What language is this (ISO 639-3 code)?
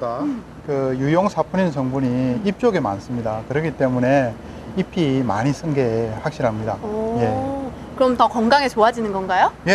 kor